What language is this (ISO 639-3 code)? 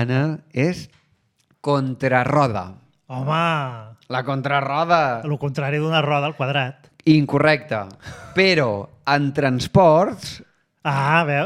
cat